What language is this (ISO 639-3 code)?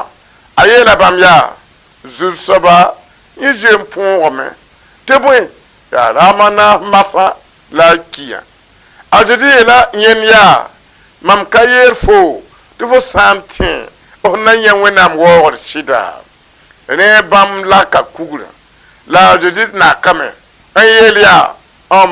mos